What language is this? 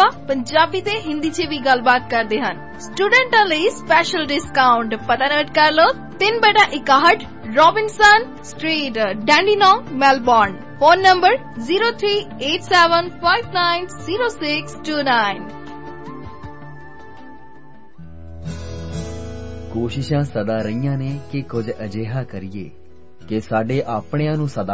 Punjabi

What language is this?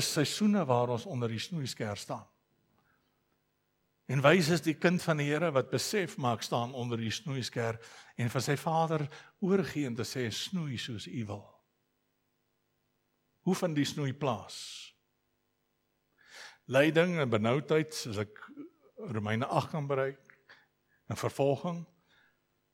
Afrikaans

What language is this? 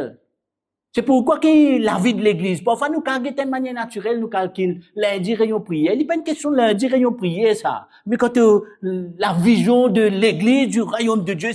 Morisyen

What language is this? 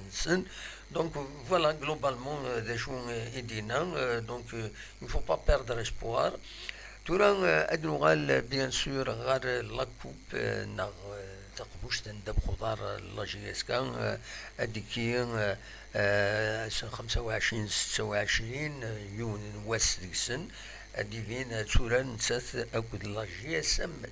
Kabyle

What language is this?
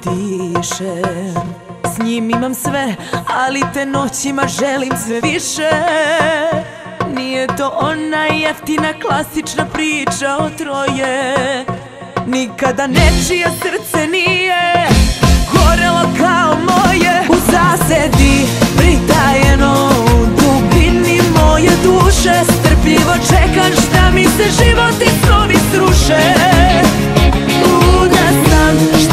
Serbian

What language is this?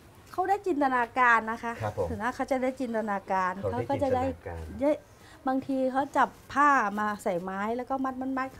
Thai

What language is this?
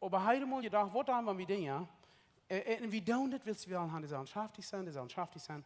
Plautdietsch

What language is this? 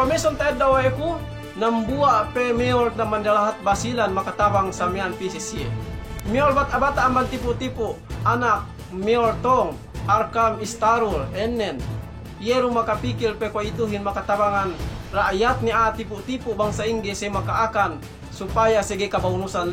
Yakan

